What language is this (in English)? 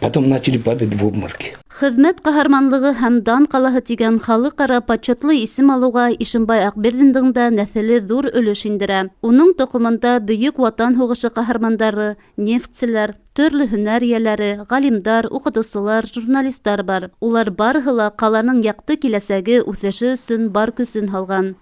Bashkir